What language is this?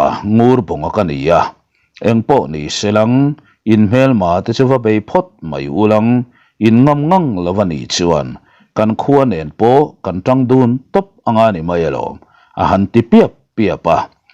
Mizo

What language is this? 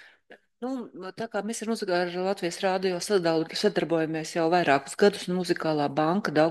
Latvian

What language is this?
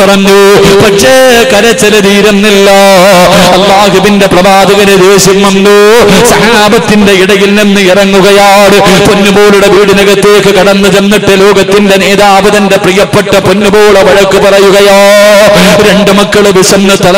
Malayalam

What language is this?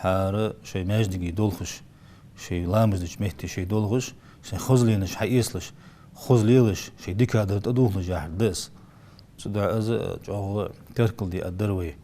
Ingush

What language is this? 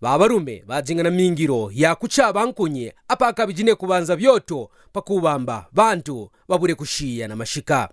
Kaonde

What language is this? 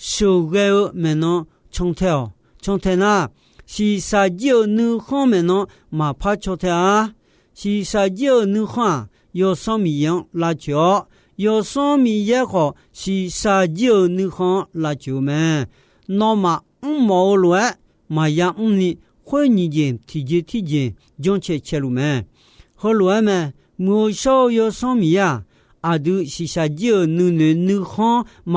Akha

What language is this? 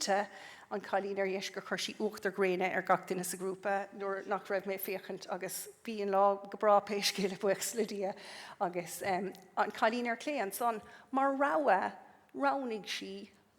Irish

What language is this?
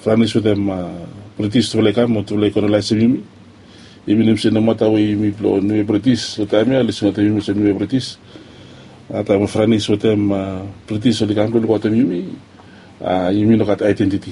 Bislama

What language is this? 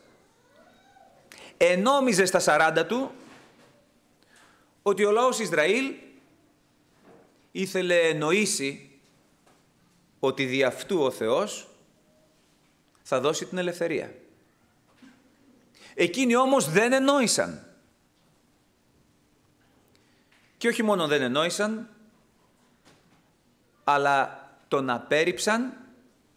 Greek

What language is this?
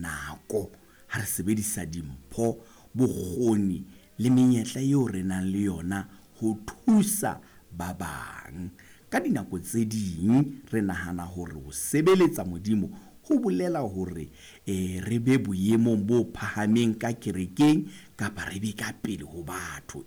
Southern Sotho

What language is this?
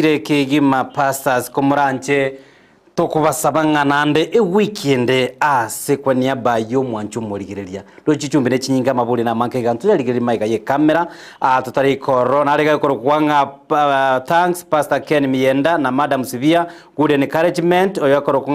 Gusii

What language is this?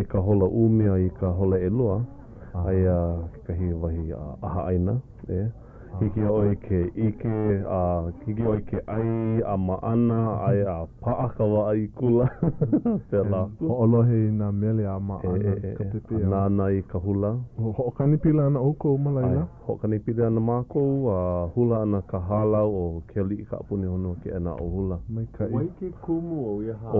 Hawaiian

